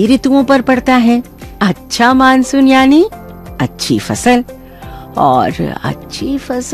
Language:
Hindi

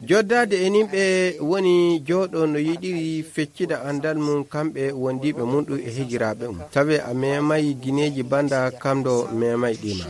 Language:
Nigerian Fulfulde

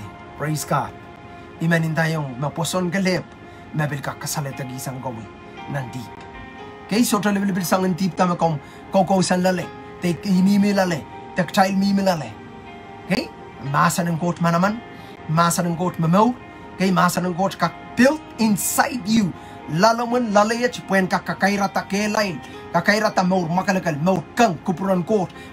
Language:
Pohnpeian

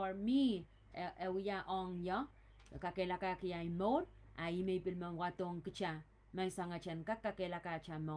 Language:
Pohnpeian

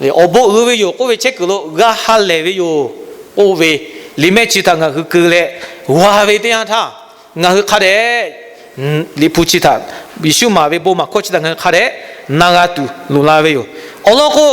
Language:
Lahu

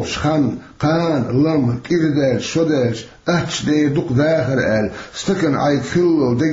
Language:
Chechen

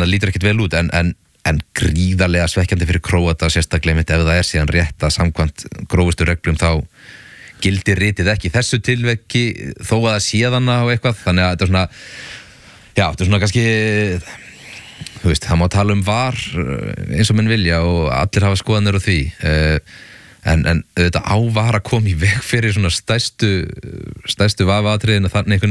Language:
Icelandic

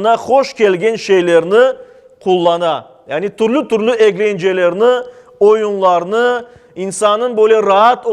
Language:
Crimean Tatar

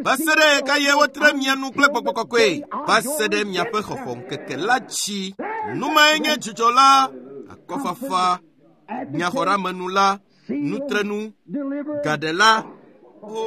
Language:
Ewe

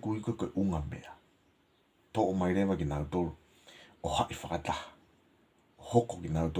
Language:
Tongan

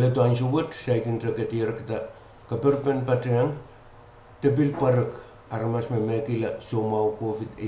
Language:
Pohnpeian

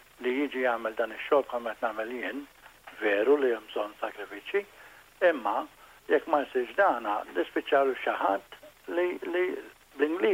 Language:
Maltese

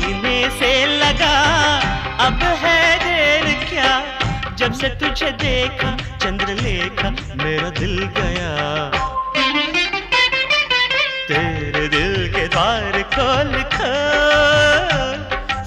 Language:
Hindi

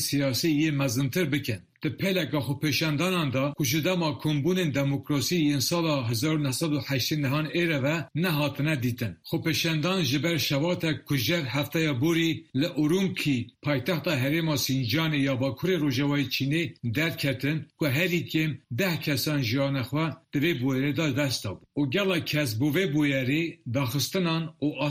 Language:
Kurdish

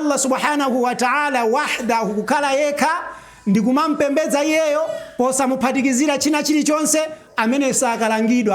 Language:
Nyanja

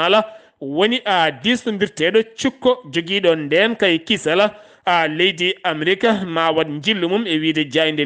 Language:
Fula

